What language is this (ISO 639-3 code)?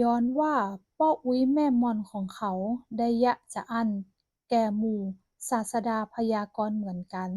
nod